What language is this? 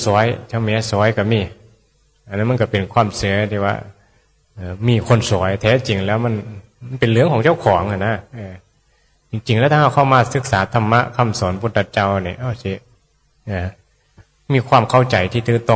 Northeastern Thai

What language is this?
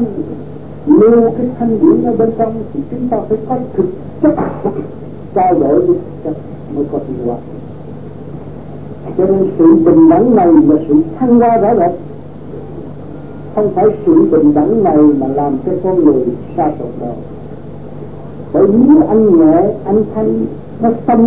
Vietnamese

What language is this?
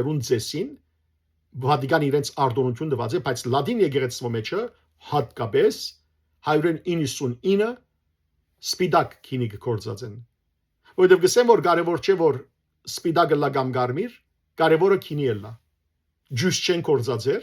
Western Armenian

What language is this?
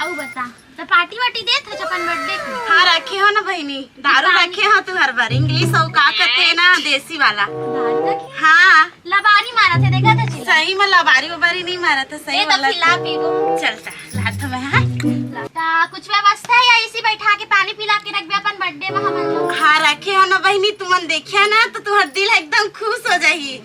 Chhattisgarhi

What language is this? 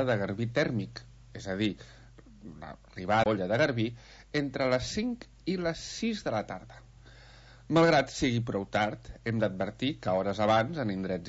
Catalan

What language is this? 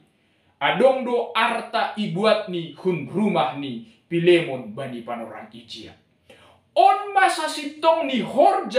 Batak Simalungun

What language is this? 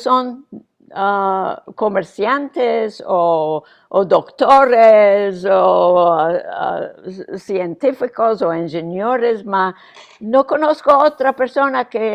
Ladino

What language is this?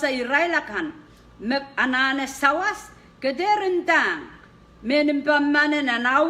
Pohnpeian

